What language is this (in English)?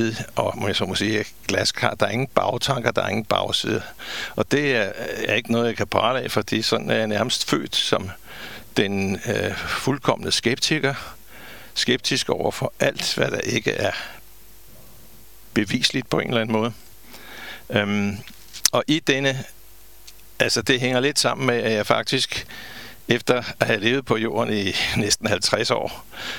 Danish